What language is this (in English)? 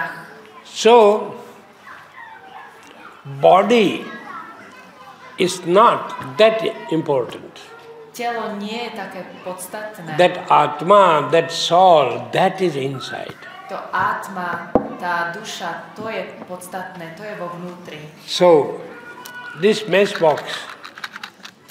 Slovak